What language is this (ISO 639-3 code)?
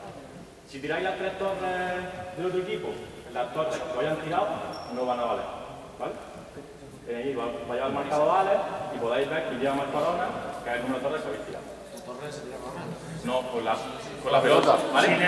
spa